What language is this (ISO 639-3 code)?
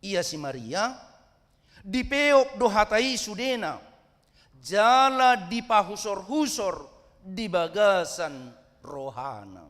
bbc